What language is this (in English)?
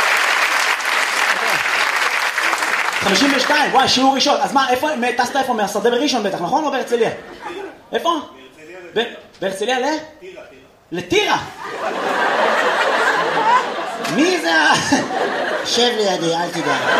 Hebrew